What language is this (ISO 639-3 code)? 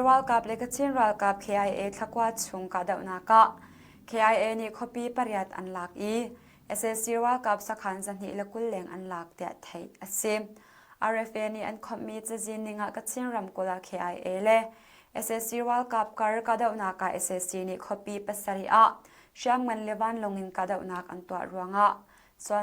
cnh